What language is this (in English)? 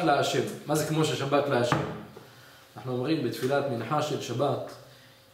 Hebrew